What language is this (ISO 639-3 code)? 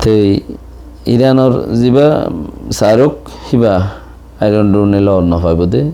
rhg